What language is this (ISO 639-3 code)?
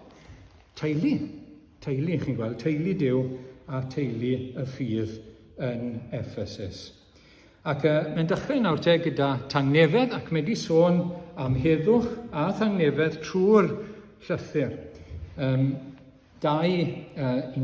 cym